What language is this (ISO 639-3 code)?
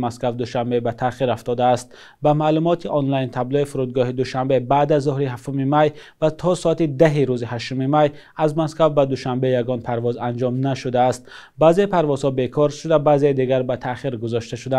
tgk